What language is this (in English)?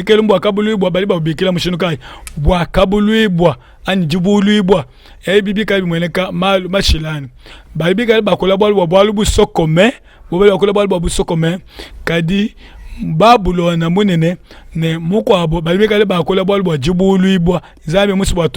Luba-Lulua